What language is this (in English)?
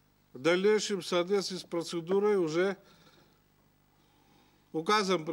Russian